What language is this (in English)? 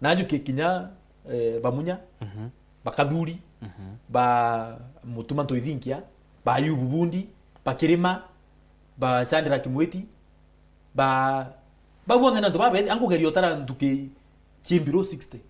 Meru